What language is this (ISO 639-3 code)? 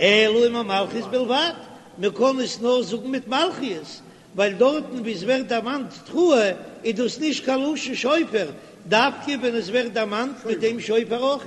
yid